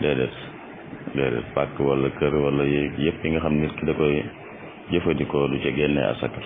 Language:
Wolof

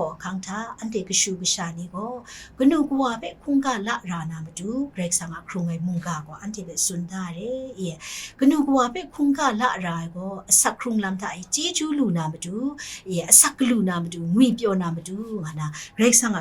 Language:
Kachin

